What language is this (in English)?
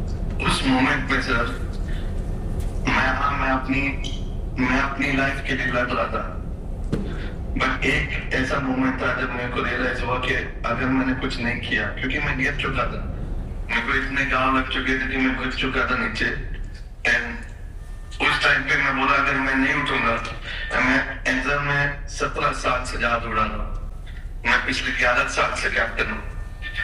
Hindi